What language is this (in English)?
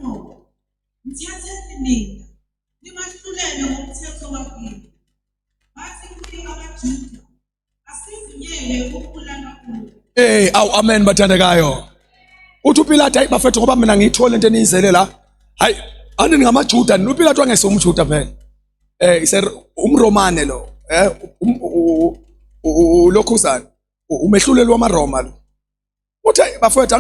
Zulu